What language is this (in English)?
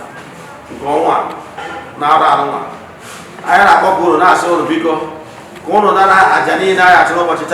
Igbo